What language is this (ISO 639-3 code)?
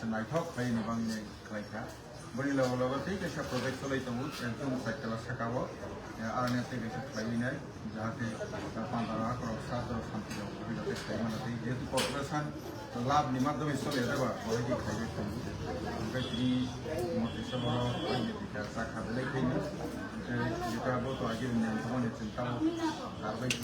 trp